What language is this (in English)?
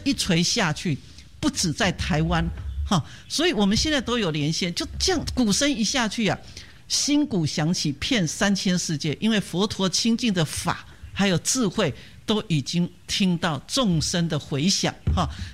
Chinese